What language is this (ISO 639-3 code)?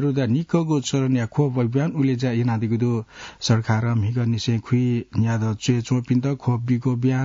new